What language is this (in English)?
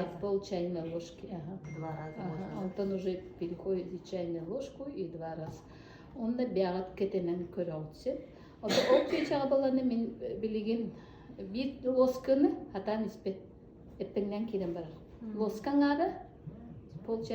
Yakut